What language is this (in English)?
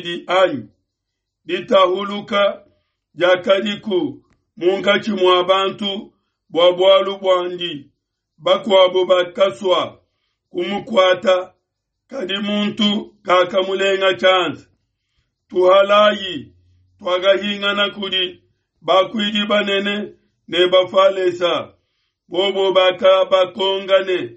Luba-Lulua